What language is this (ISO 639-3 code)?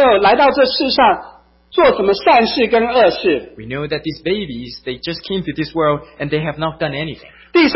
zho